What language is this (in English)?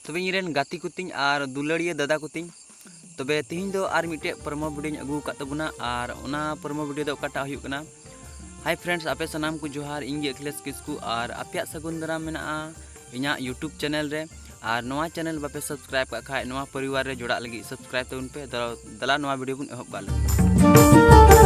Santali